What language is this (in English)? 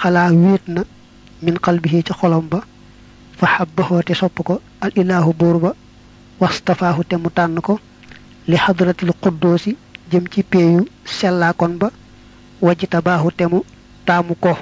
Wolof